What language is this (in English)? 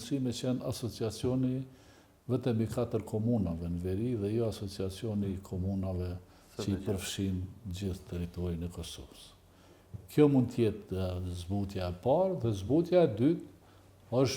Albanian